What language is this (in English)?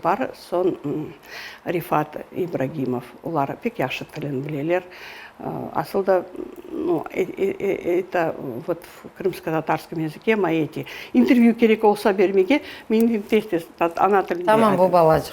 Crimean Tatar